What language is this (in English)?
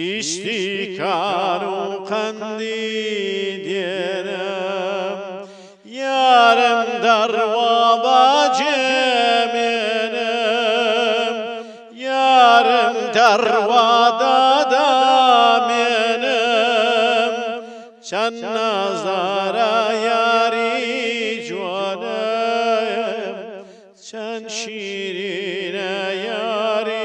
Central Kurdish